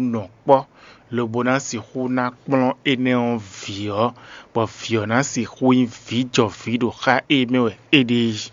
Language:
Fon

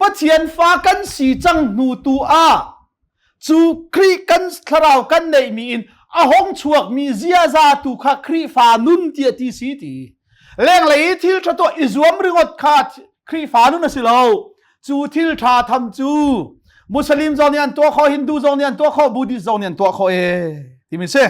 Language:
Hakha Chin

